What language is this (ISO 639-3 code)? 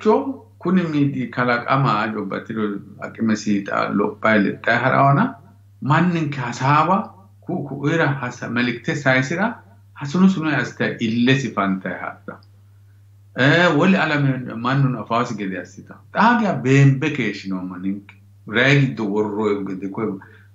sid